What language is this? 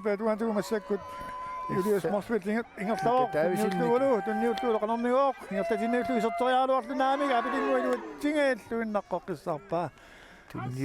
Kalaallisut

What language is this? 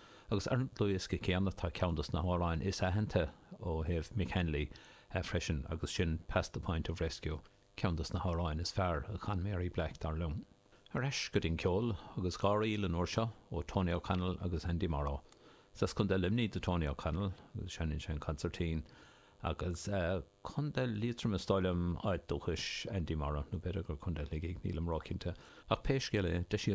Irish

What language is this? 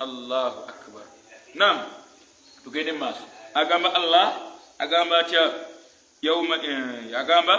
Ganda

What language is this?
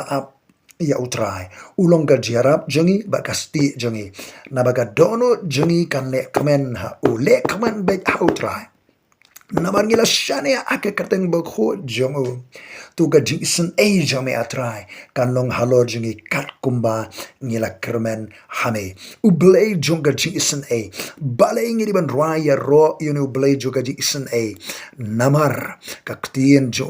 Khasi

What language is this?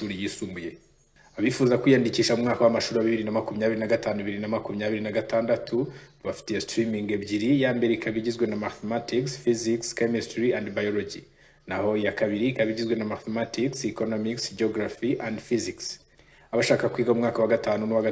Kinyarwanda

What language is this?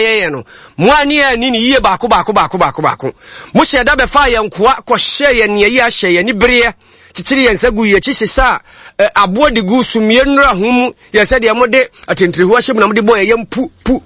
Akan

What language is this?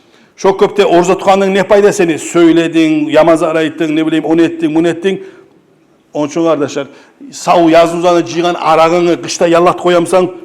Kumyk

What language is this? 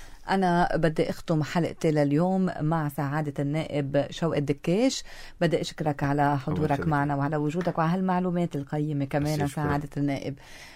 North Levantine Arabic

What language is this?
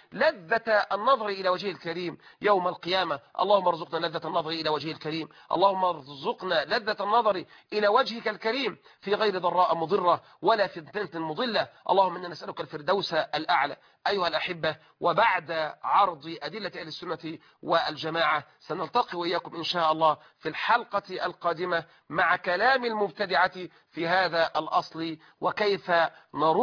Arabic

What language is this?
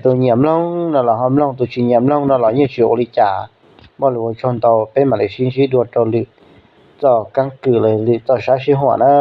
Hmong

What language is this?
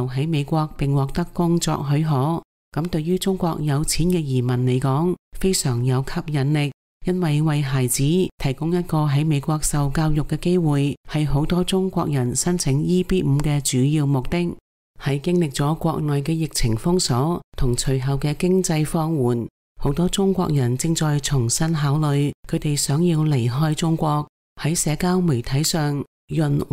Cantonese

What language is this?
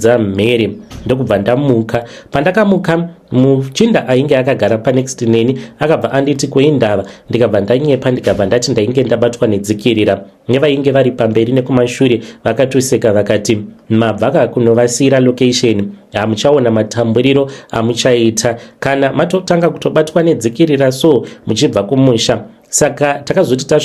Shona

